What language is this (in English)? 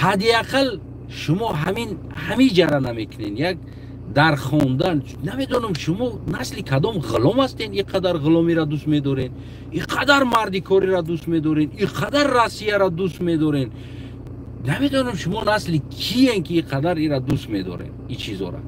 Tajik